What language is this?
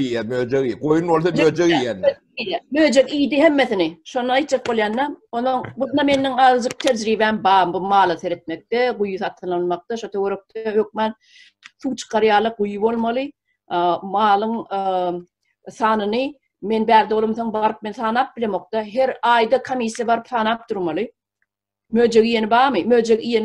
Turkmen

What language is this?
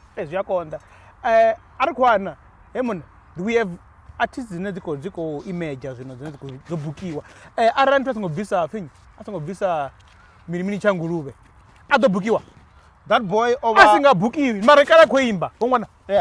Venda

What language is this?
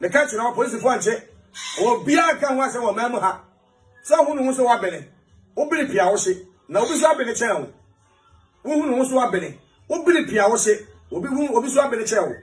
Akan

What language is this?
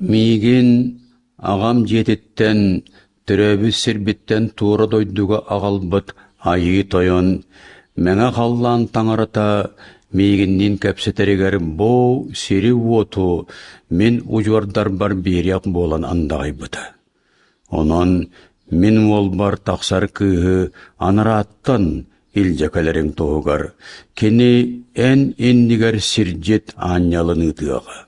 Yakut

